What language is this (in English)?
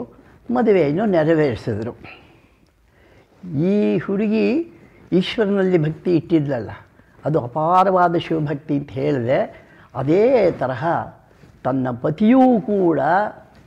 Kannada